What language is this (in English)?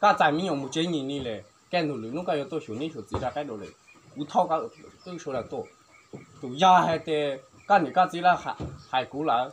Hmong